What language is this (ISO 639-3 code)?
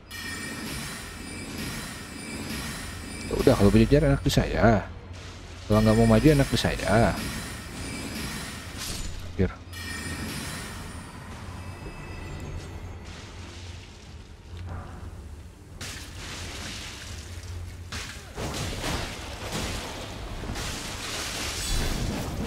ind